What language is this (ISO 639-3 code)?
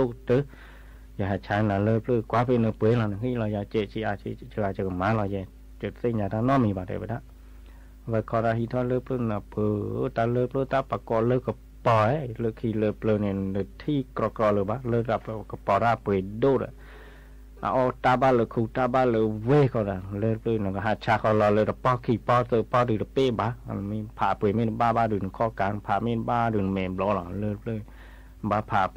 ksw